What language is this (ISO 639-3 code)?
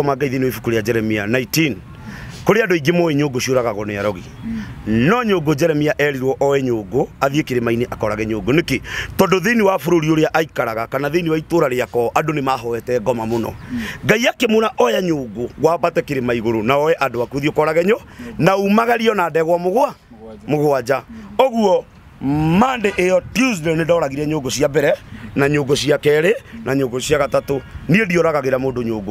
kik